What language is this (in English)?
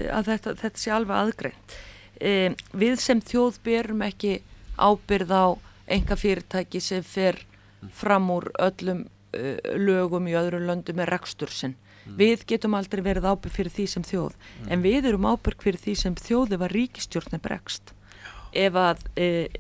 Icelandic